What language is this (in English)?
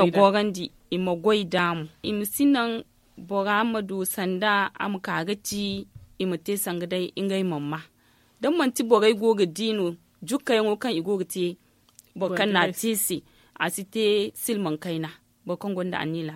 Zarma